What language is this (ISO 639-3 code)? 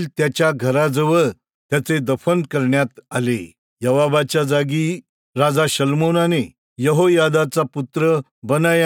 mar